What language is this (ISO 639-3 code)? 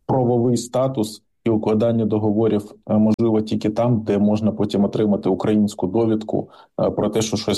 ukr